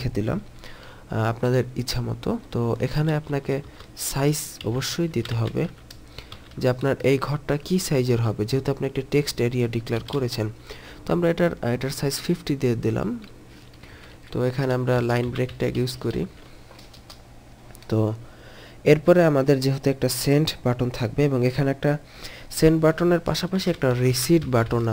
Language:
Bangla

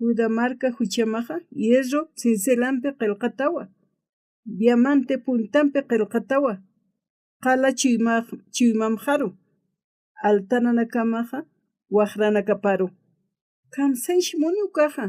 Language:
Aymara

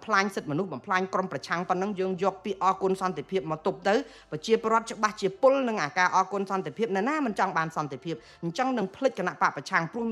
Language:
Khmer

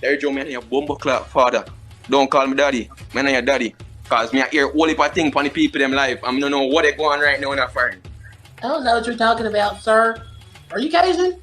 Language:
Jamaican Creole English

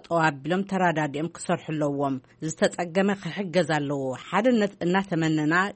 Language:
Tigrinya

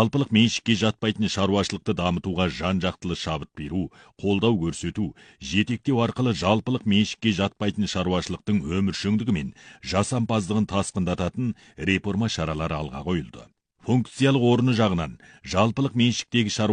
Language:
Kazakh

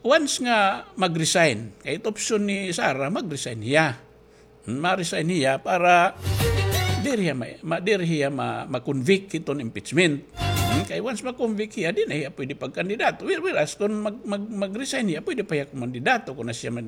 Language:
Waray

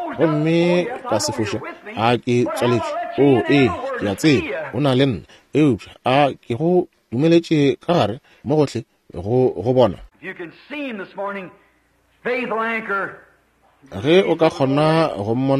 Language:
Northern Sotho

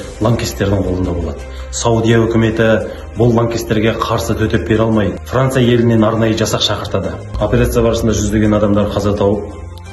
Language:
Kazakh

